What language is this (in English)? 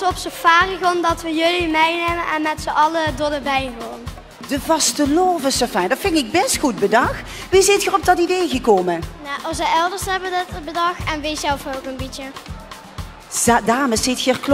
Limburgish